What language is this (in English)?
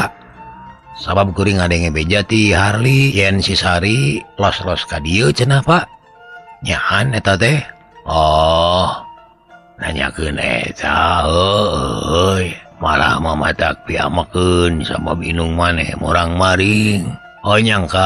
Sundanese